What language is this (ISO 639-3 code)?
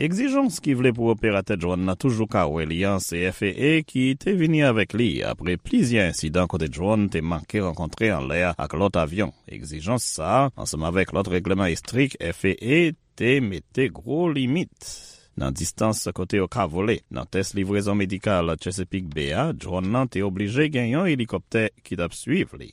hat